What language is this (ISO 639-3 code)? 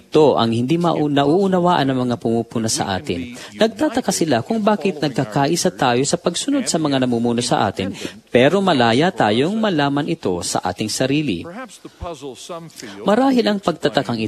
fil